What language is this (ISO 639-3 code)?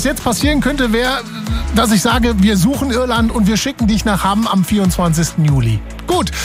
deu